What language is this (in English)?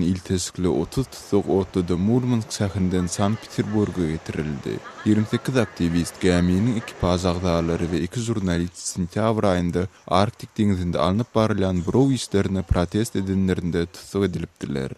Turkmen